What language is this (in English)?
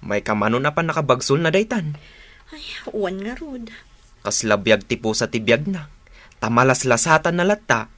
Iloko